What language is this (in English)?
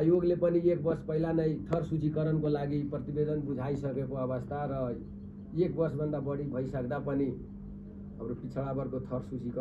Nepali